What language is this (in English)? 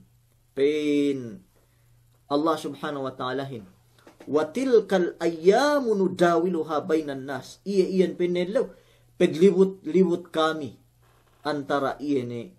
Yakan